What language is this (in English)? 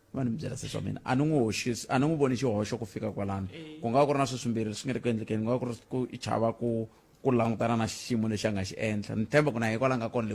Tsonga